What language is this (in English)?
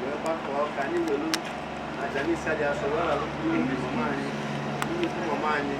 Igbo